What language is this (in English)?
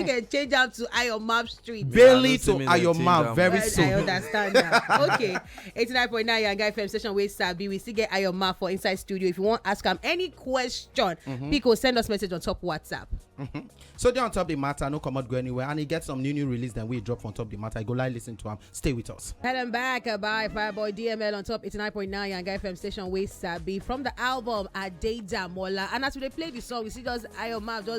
Nigerian Pidgin